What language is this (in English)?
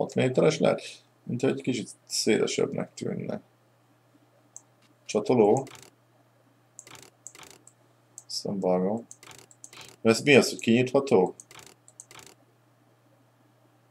Hungarian